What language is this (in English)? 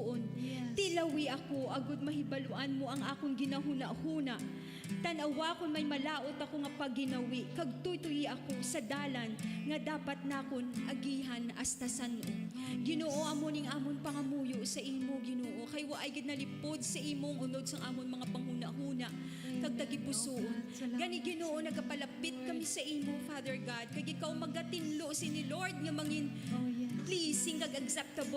Hiligaynon